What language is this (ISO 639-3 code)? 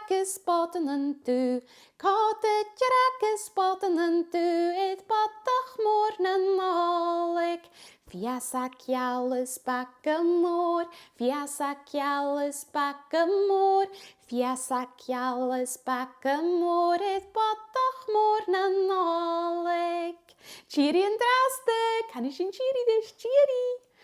gla